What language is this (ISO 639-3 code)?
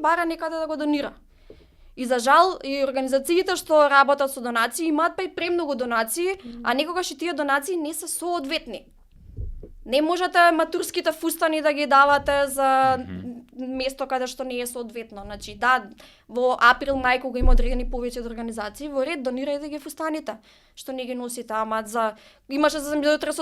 mkd